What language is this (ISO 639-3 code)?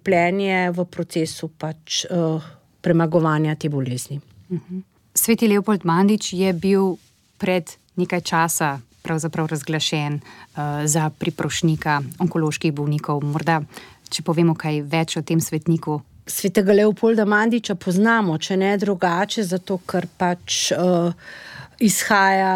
slv